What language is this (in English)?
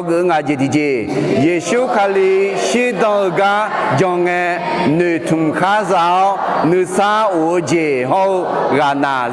Akha